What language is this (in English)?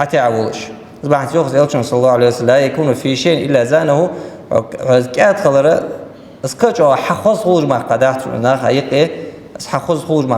Ingush